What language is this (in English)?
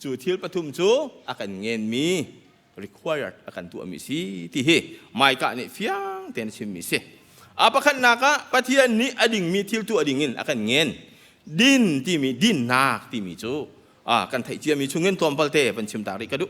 Hakha Chin